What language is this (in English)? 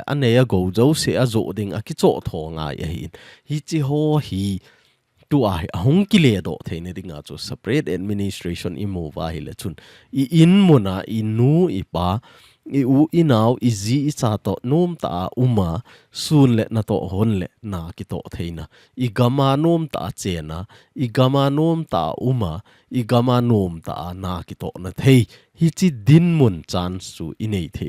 Thado Chin